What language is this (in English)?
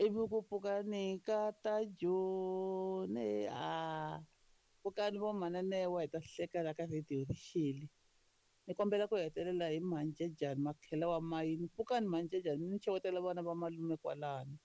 Tsonga